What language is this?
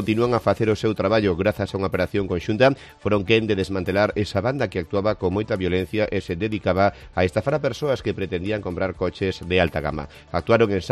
Galician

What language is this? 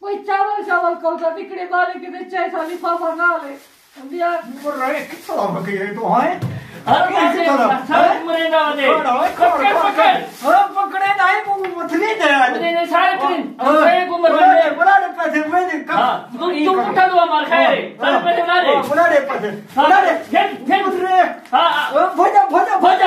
Saraiki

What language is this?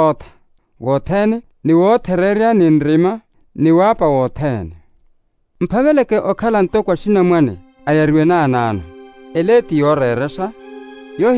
Makhuwa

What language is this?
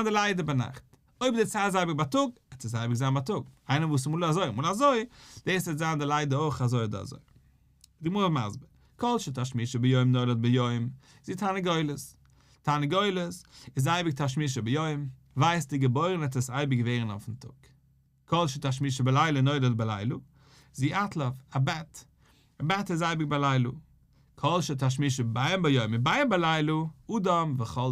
Yiddish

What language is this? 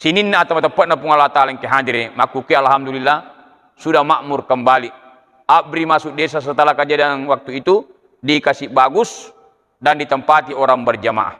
Buginese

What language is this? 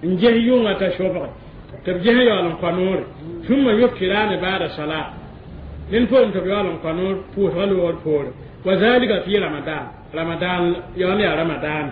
Mossi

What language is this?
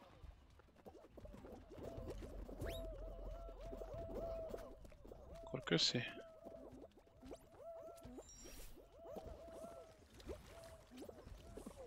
Hungarian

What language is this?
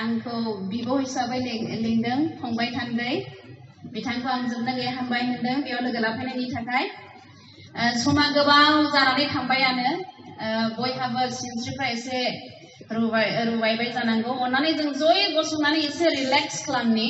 Bodo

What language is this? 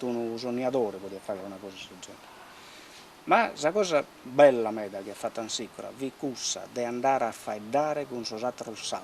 Sardinian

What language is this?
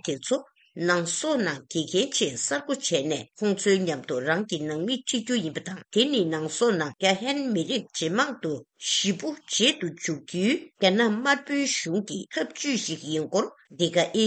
Tibetan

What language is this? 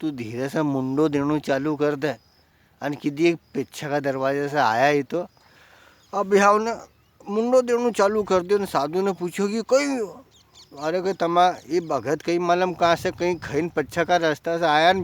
Rajasthani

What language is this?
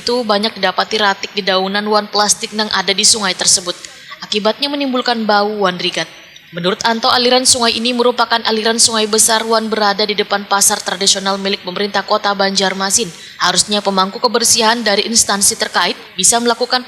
Banjar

